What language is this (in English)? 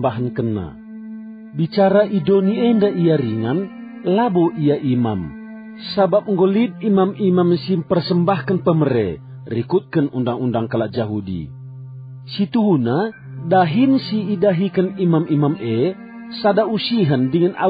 Batak Karo